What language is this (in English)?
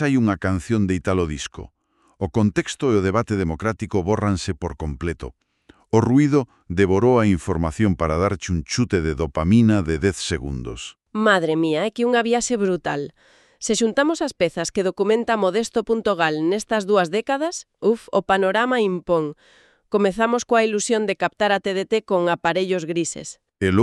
Galician